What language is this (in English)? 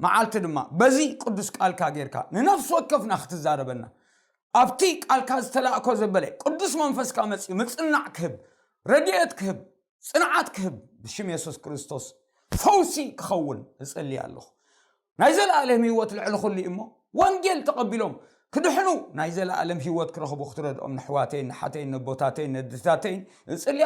Tigrinya